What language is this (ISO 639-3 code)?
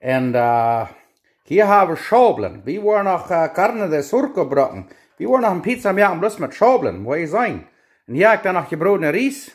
pdt